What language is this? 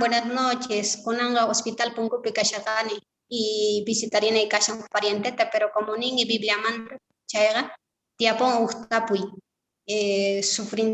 Quechua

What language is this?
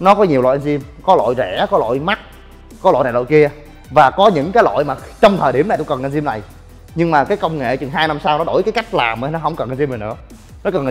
Vietnamese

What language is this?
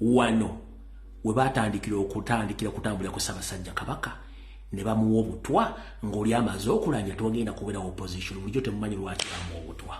Ganda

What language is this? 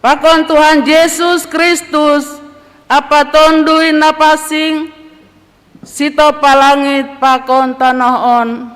Batak Simalungun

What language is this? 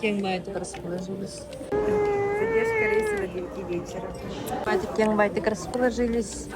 Yakut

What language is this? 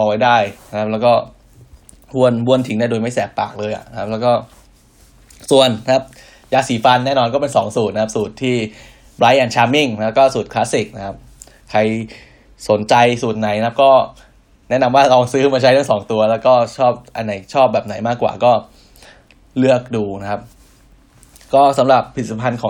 Thai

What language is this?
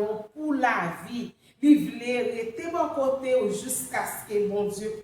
Haitian Creole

